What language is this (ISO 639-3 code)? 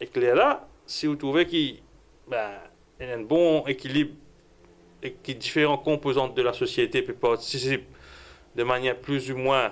mfe